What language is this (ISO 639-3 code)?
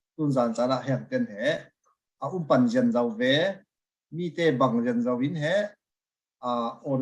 cfm